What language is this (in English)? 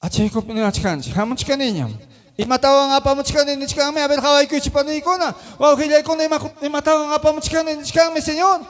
Ayacucho Quechua